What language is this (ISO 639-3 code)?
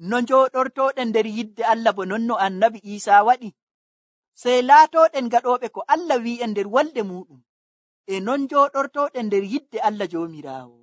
fuv